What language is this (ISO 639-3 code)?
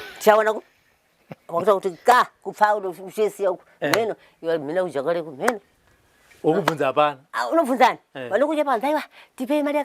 sna